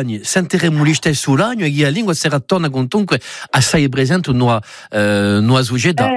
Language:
Italian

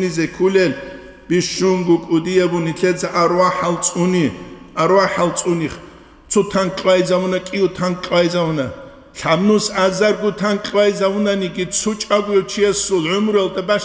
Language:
Avaric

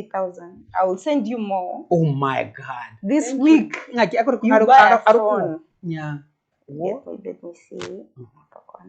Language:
Gusii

